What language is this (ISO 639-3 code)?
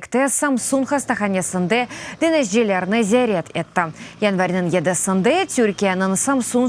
crh